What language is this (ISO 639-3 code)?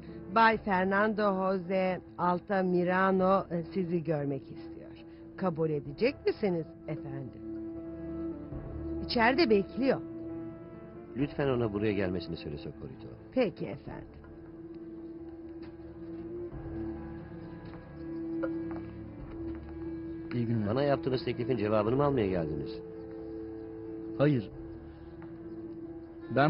tur